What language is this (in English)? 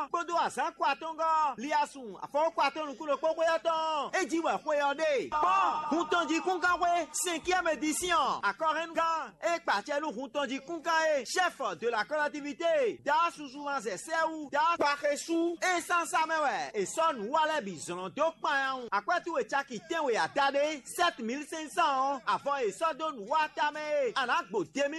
Fon